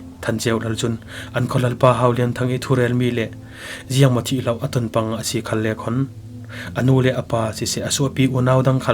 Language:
Falam Chin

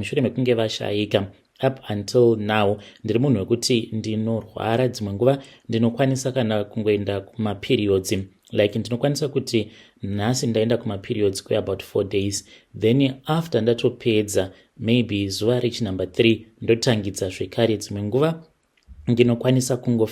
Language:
Shona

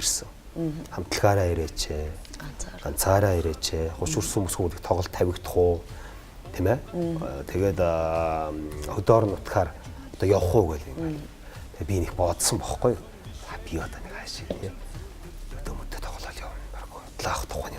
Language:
Mongolian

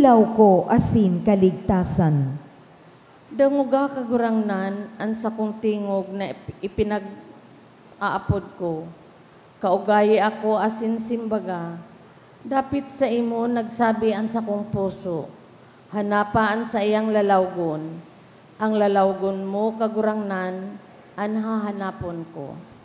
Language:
Bikol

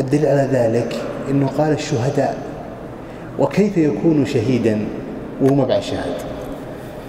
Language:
Arabic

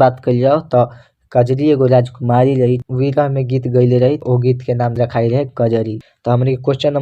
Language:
Bhojpuri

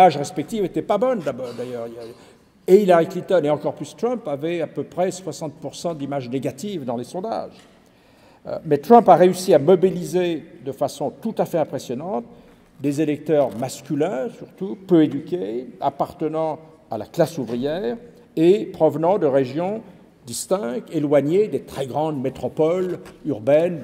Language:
French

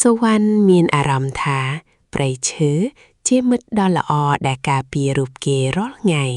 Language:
Khmer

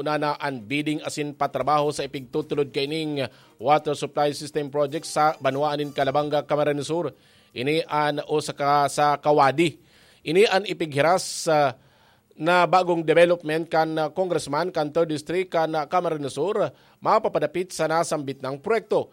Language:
Bikol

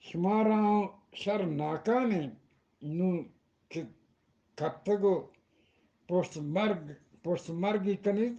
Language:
Eastern Balochi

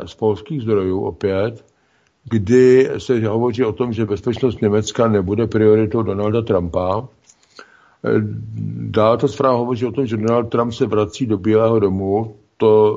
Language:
Czech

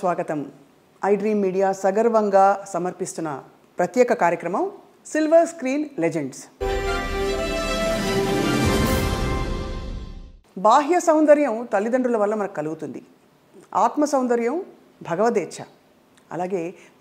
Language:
Telugu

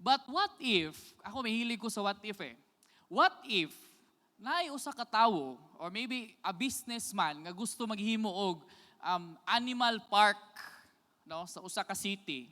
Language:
Cebuano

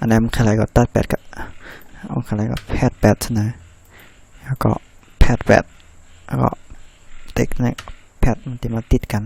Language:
Shan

